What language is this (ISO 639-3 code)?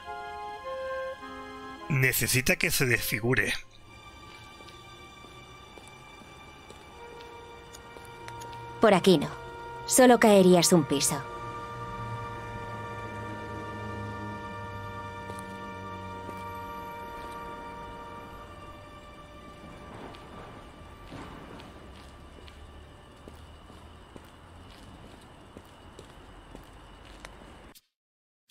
spa